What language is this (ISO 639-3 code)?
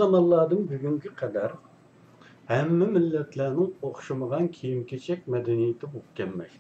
uig